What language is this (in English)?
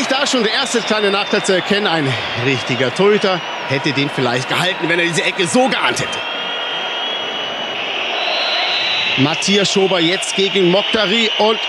German